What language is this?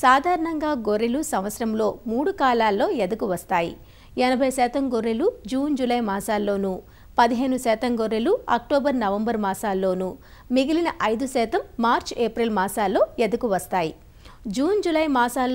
Telugu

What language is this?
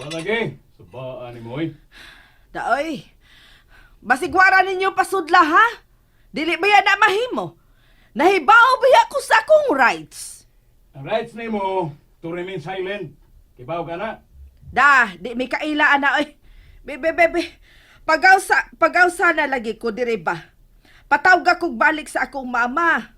Cebuano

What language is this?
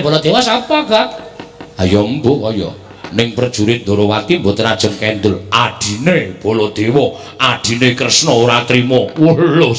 Javanese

